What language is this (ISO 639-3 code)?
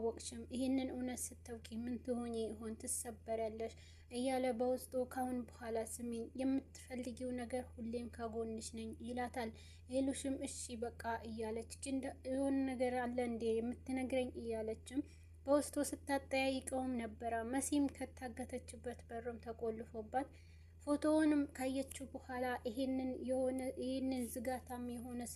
amh